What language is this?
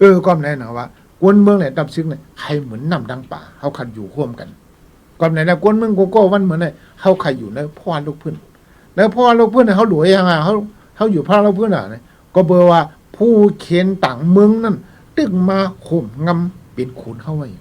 Shan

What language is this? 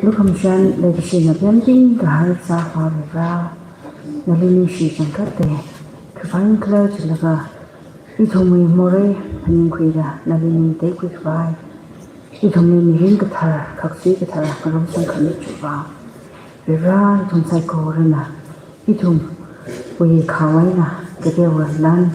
Tangkhul Naga (India)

